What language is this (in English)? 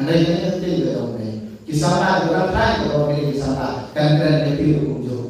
Khasi